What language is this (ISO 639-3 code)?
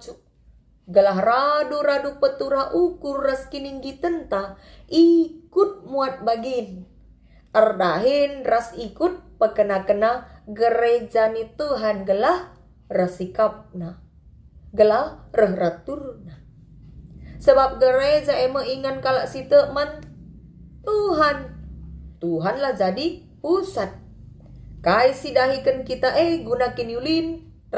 btx